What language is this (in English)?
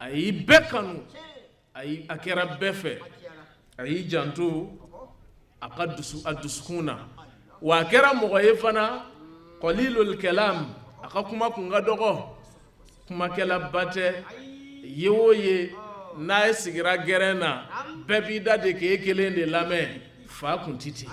Bambara